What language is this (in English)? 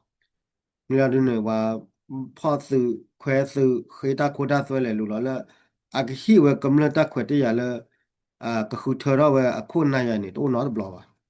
S'gaw Karen